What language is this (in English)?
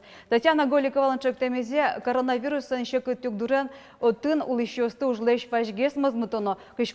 Udmurt